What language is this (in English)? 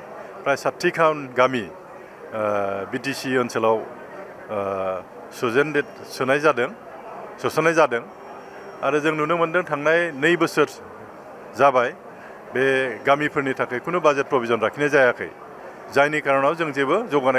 Bodo